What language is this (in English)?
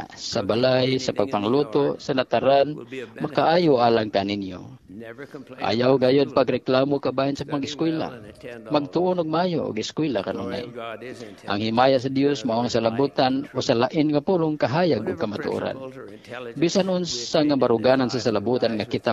Cebuano